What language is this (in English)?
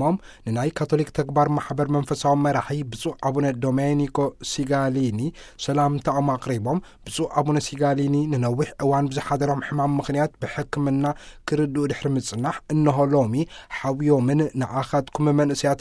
Tigrinya